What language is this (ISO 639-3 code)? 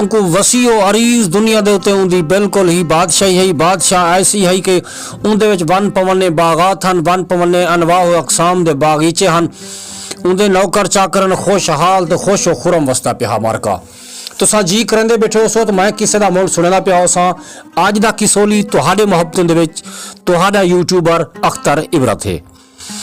skr